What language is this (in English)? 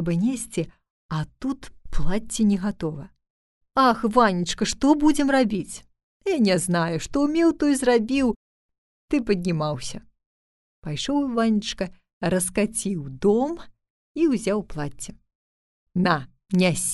Belarusian